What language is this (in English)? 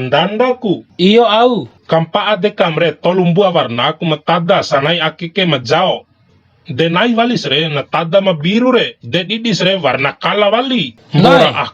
Bima